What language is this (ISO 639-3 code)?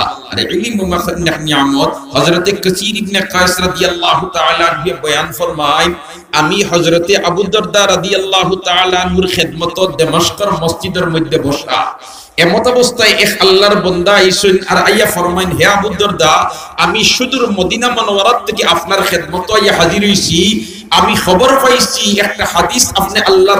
syl